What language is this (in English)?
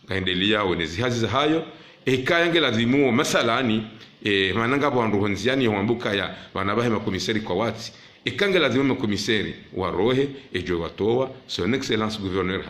Ngazidja Comorian